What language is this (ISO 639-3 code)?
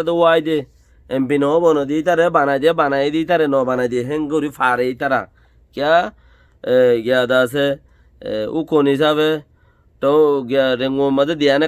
rhg